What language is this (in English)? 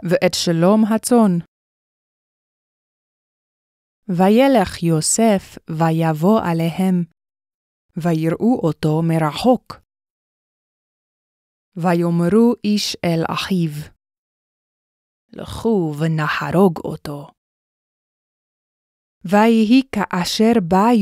Hebrew